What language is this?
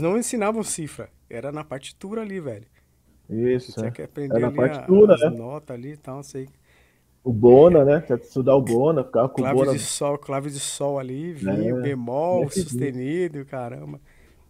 Portuguese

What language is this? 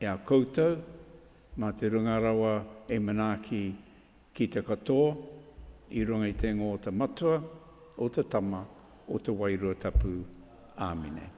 Māori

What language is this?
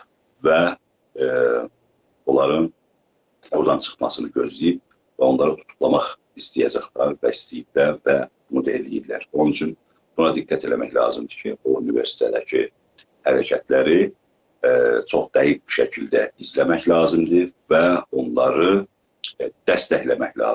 South Azerbaijani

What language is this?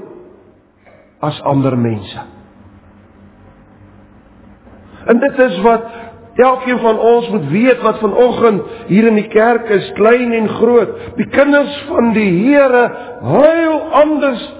Afrikaans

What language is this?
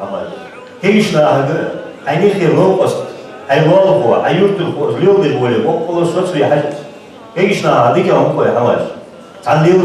Ingush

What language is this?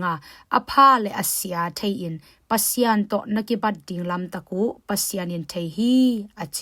Tedim Chin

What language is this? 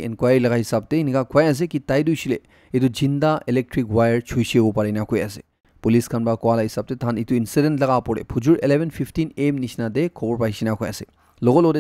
Naga Pidgin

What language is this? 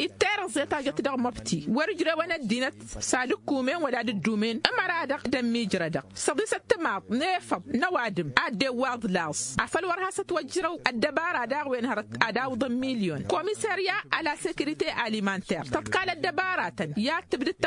Tamasheq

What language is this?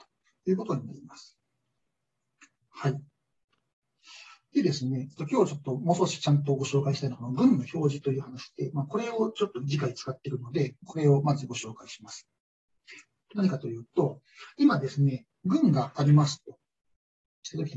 Japanese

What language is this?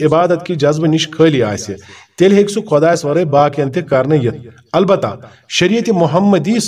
Kashmiri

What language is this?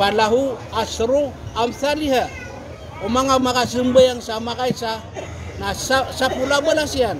Maranao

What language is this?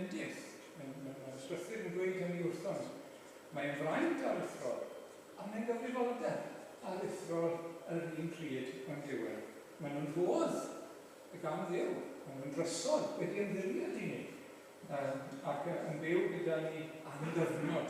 Welsh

